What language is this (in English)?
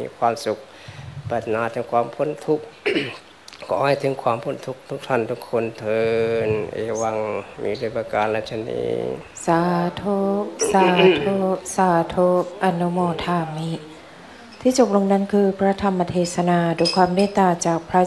Thai